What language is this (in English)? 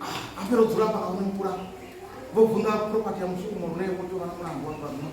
Venda